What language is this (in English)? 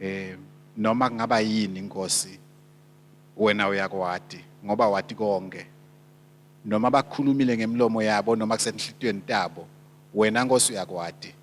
Swati